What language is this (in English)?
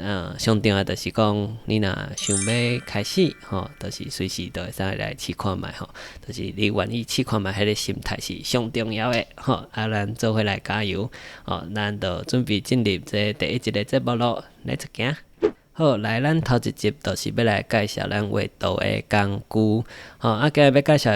Min Nan Chinese